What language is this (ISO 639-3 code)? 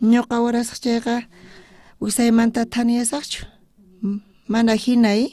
quh